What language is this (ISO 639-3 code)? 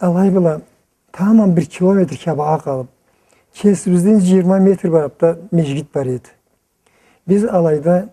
krc